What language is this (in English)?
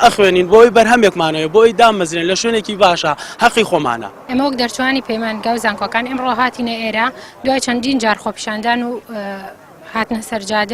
Central Kurdish